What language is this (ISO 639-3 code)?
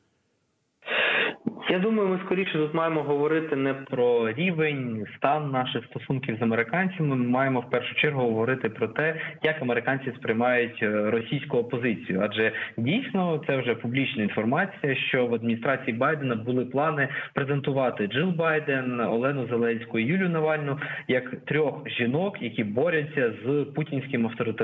ukr